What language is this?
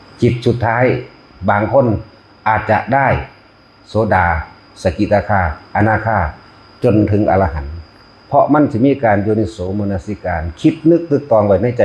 Northeastern Thai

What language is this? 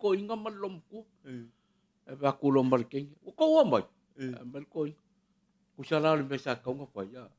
Samoan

